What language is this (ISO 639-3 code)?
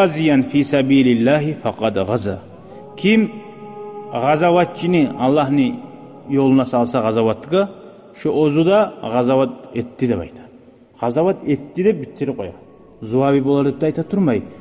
kum